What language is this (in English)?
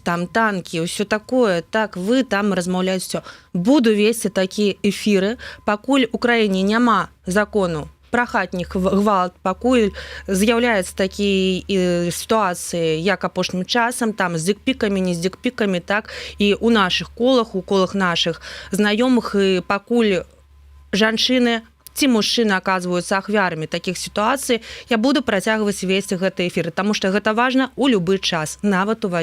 Belarusian